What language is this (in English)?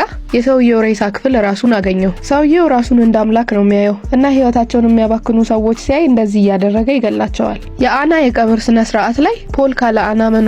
Amharic